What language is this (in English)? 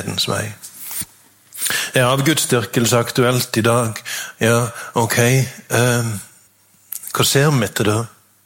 Norwegian